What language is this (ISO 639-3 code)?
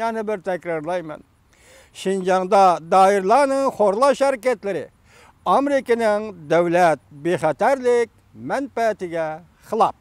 uig